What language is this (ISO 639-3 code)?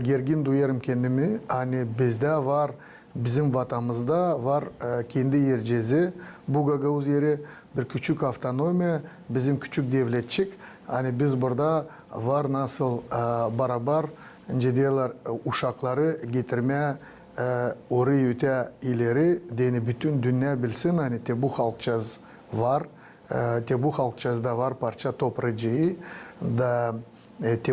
gag